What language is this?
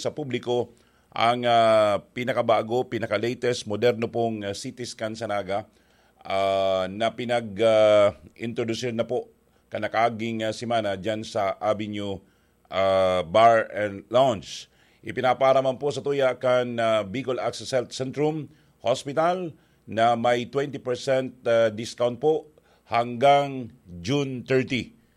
Bikol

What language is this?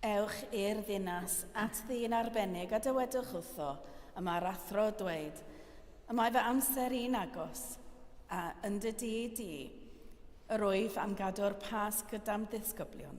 Welsh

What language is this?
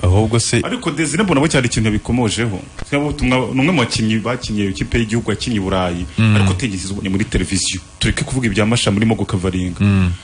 Kinyarwanda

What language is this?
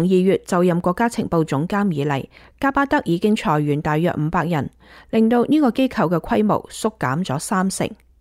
Cantonese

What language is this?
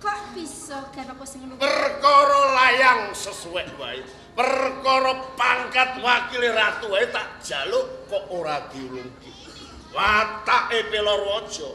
Javanese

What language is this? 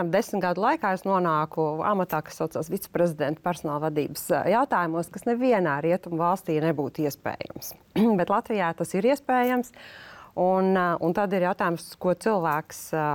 Latvian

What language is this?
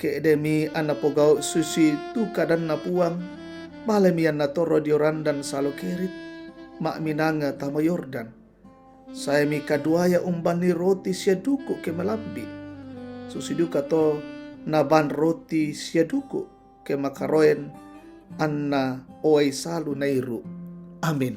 Toraja-Sa'dan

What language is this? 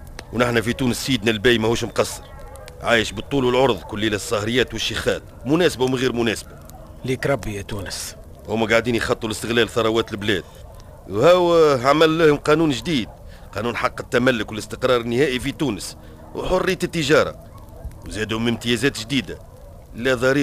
Tunisian Arabic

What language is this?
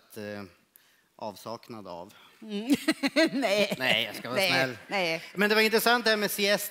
Swedish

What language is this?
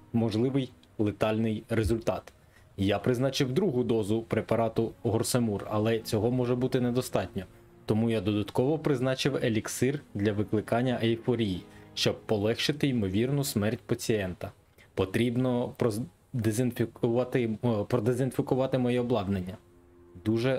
Ukrainian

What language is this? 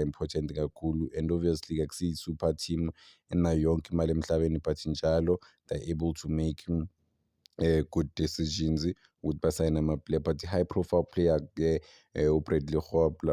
Zulu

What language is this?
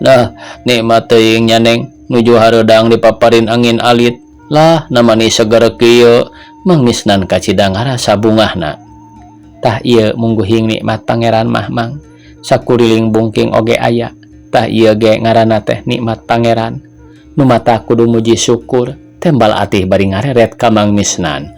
Sundanese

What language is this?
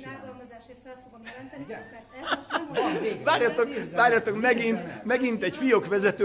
Hungarian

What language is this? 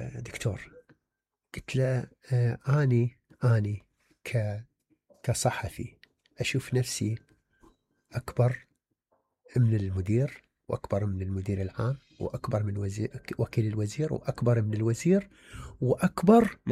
Mesopotamian Arabic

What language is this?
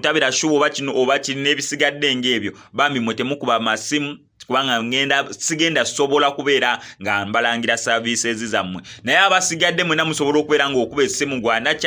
Ganda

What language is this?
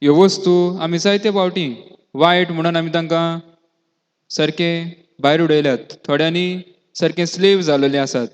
Konkani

